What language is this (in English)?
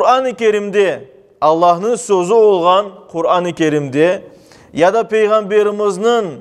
Crimean Tatar